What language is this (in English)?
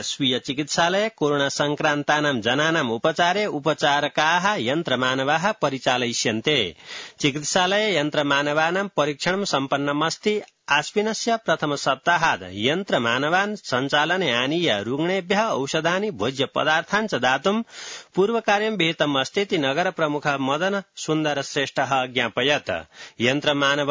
Sanskrit